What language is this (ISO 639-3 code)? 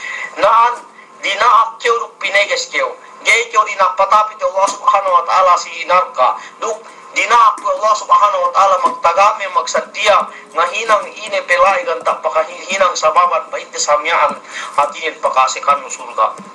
yka